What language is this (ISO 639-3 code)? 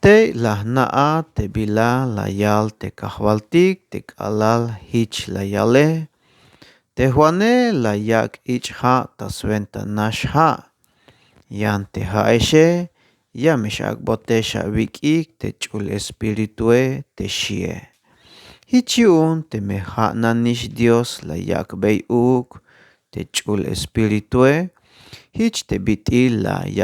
tzh